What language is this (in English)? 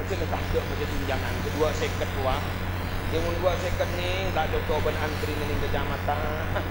Madurese